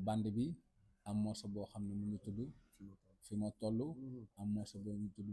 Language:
Wolof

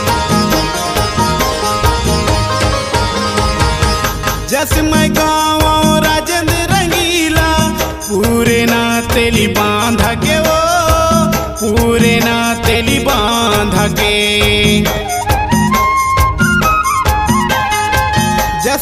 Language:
Chhattisgarhi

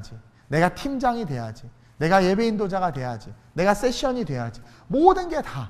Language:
Korean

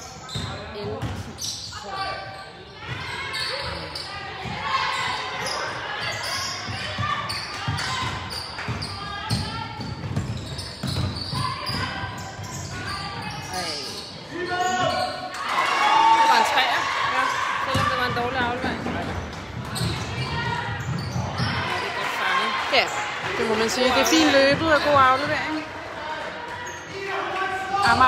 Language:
Danish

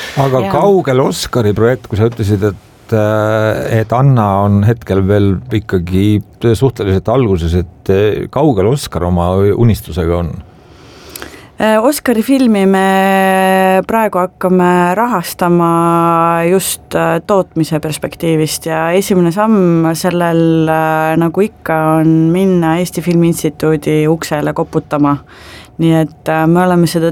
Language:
Estonian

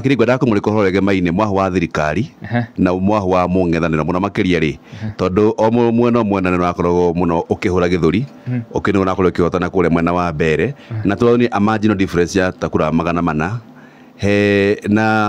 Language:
Kikuyu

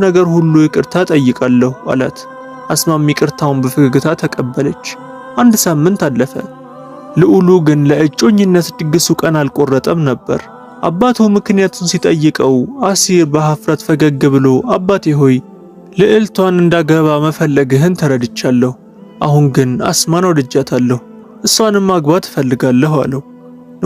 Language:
Amharic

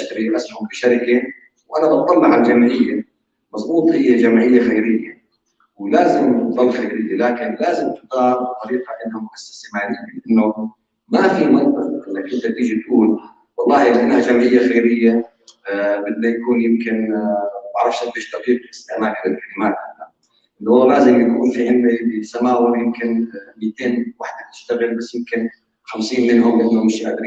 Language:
North Levantine Arabic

